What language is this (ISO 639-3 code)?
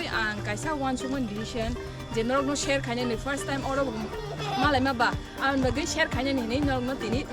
trp